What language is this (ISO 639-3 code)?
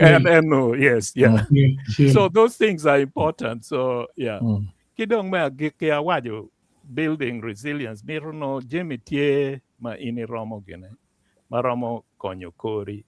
ach